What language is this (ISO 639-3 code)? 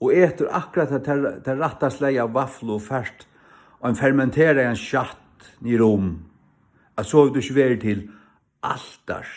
fao